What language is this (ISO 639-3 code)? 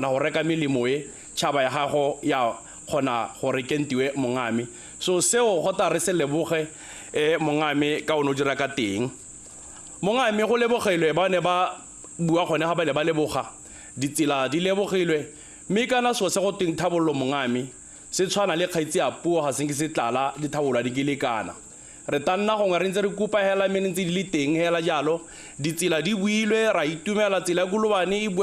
tsn